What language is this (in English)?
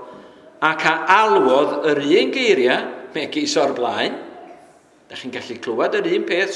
Welsh